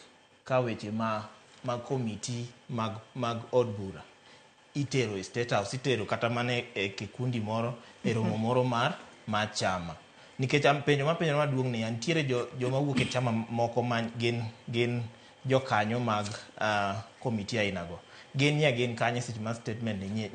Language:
Luo (Kenya and Tanzania)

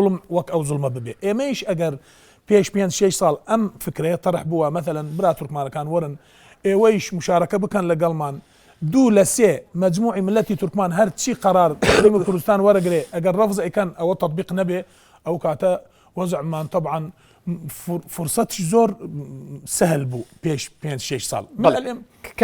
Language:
Central Kurdish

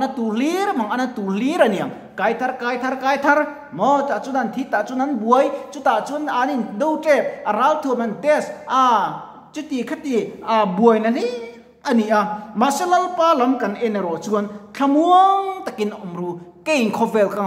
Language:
Mizo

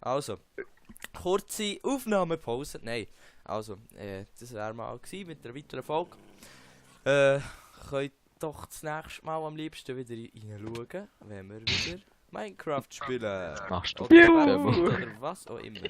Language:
Swiss German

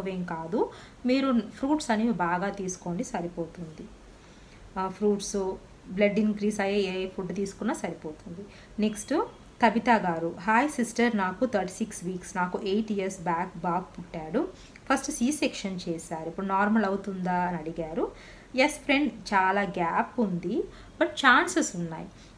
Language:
Telugu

